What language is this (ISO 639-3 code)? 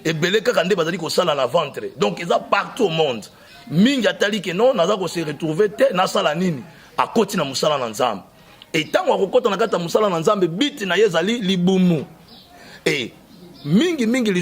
lin